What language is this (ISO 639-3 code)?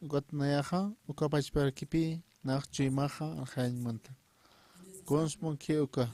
aym